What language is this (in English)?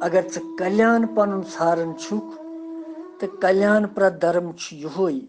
Kashmiri